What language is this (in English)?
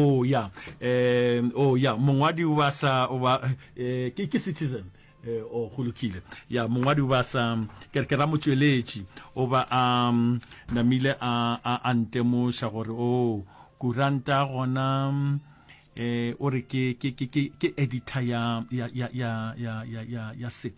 Northern Sotho